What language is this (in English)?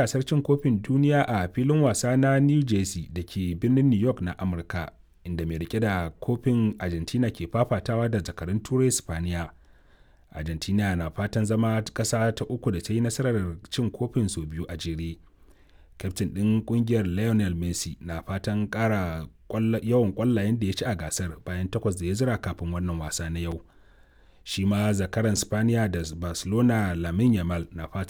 Hausa